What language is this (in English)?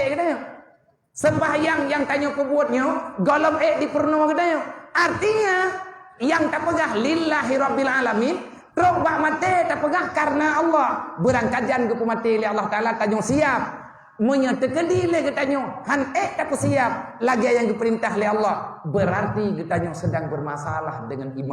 Achinese